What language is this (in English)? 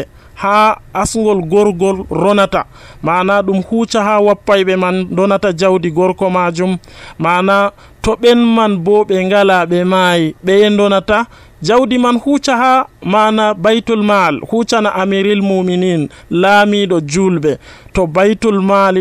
Nigerian Fulfulde